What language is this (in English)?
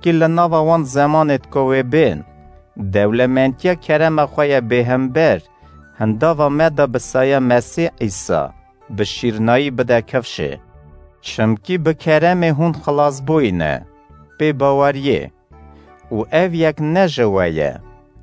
Kurdish